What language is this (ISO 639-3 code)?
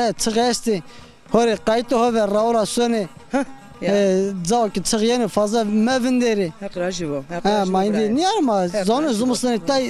zza